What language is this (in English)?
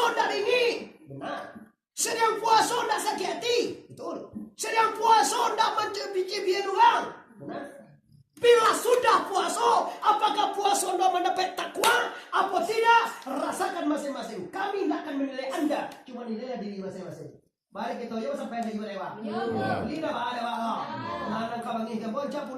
Minangkabau